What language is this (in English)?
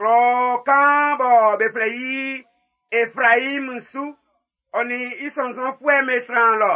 Baoulé